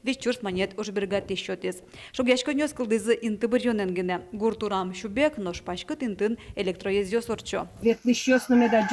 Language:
Udmurt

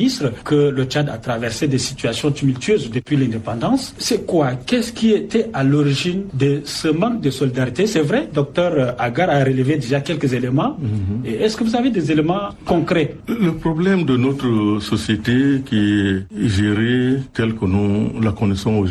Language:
French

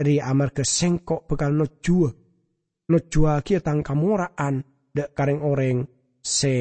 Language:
Madurese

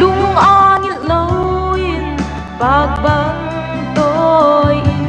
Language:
Paite Chin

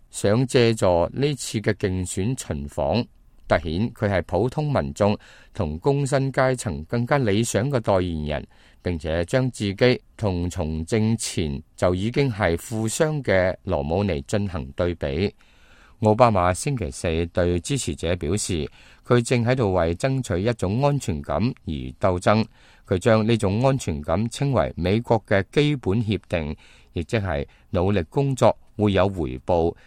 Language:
Cantonese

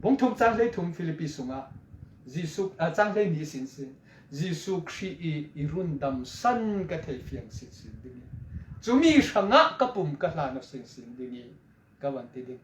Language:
Falam Chin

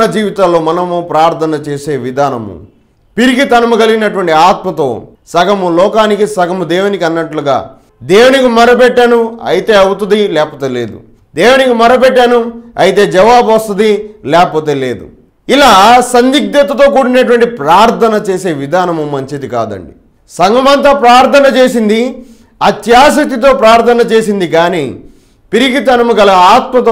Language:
Telugu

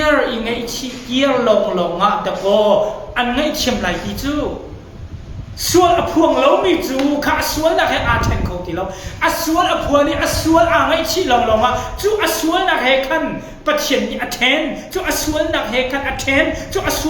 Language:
Hakha Chin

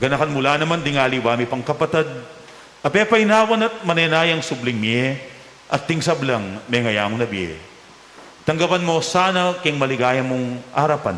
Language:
Pampanga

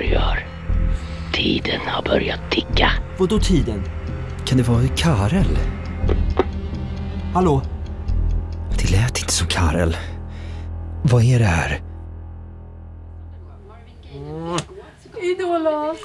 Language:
Swedish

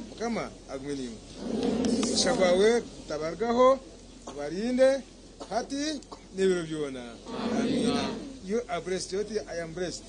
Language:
Nyankole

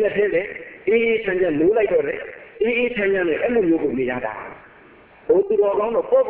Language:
Burmese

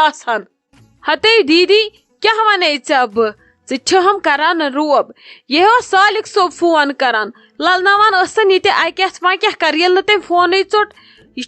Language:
Kashmiri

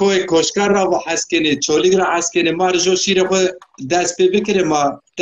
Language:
Zaza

